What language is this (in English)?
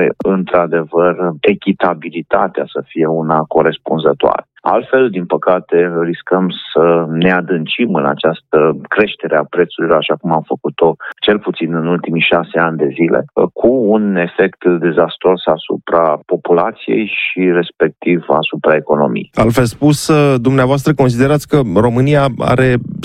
Romanian